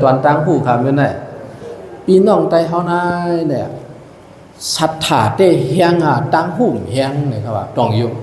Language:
Shan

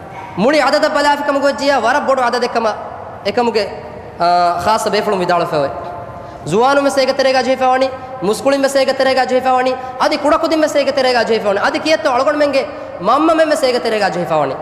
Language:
Divehi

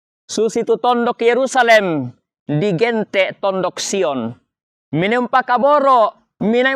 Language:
Toraja-Sa'dan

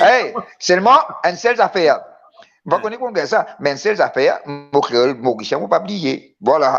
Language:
Morisyen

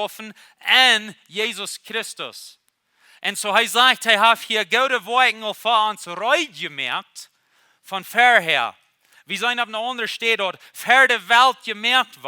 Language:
Plautdietsch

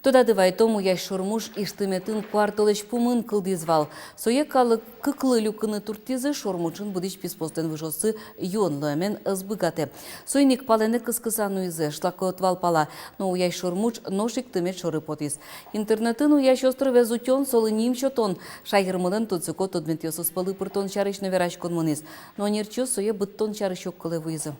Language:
Udmurt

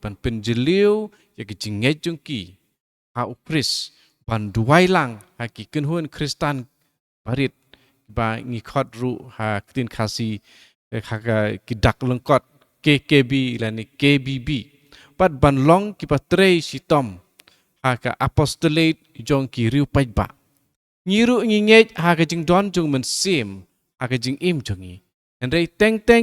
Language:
Khasi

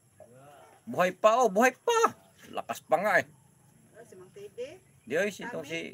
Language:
Filipino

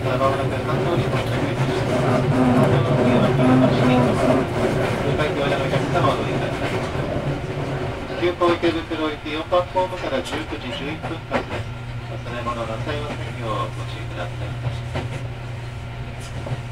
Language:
Japanese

